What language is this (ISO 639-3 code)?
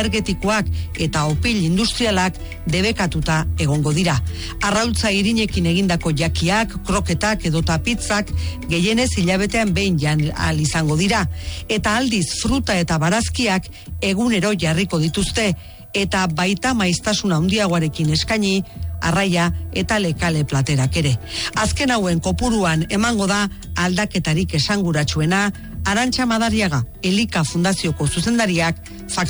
eus